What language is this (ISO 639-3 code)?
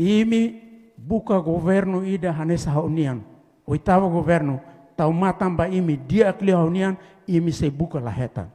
tet